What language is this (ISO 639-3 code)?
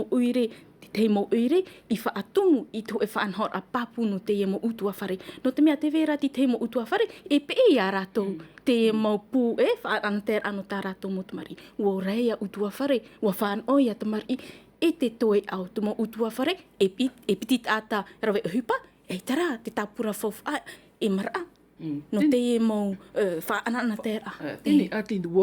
tah